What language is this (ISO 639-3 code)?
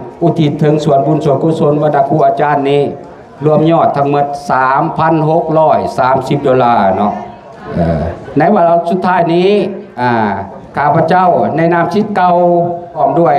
lao